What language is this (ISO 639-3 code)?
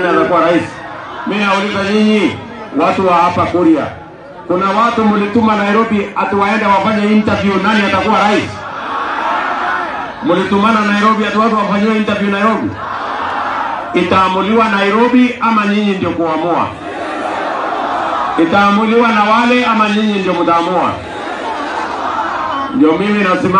swa